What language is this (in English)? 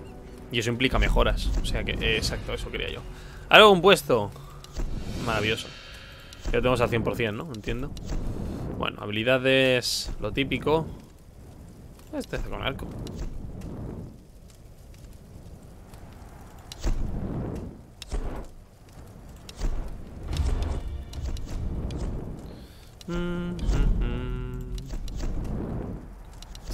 Spanish